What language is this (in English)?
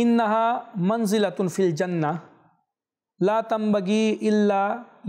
Bangla